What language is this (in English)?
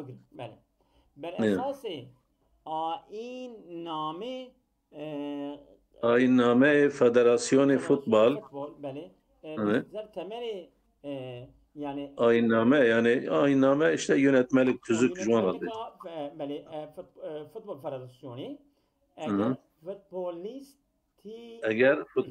Kurdish